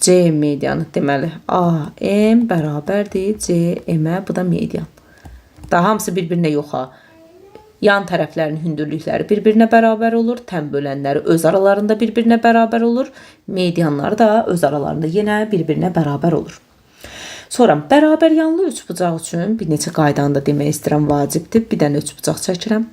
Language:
Azerbaijani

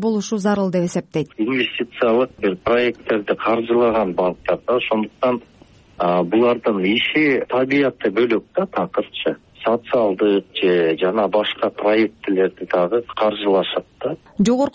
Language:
Kyrgyz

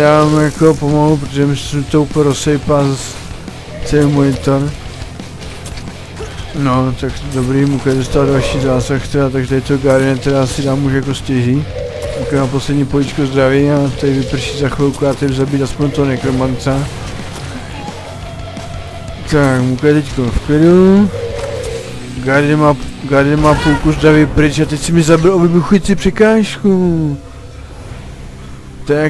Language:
Czech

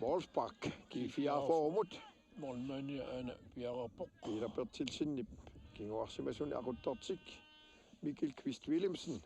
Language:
Kalaallisut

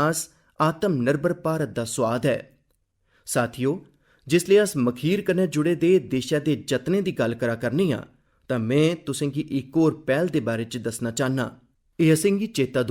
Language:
Dogri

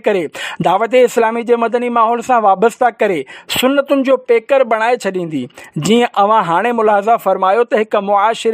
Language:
Sindhi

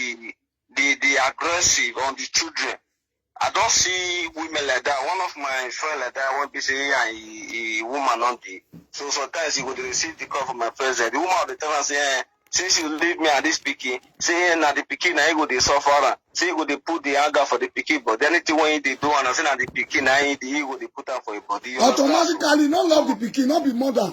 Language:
Nigerian Pidgin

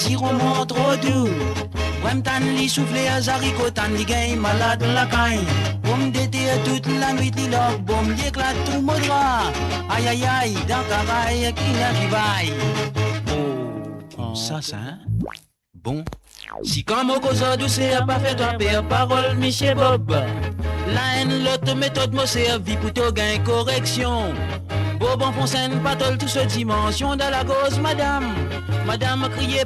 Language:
Morisyen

